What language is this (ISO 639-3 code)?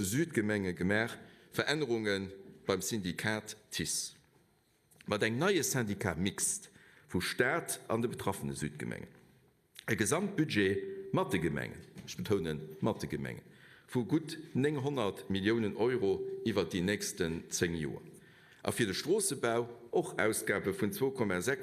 ltz